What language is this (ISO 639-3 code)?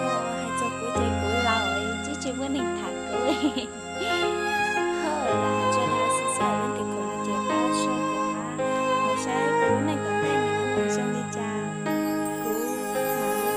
hmn